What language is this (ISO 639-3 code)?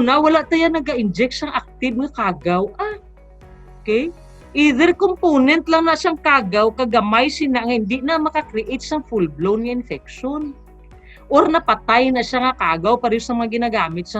hil